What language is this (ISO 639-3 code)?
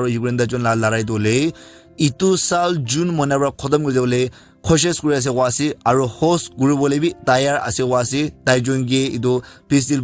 nag